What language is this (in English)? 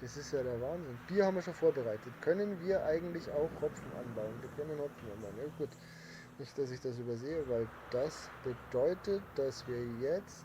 Bavarian